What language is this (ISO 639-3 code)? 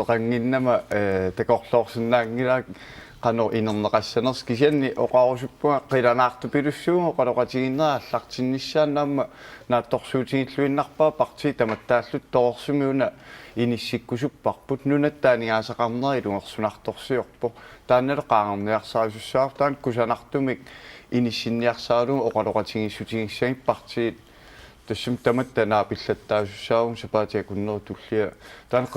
kal